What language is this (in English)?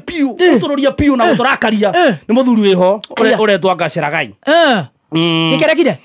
Kikuyu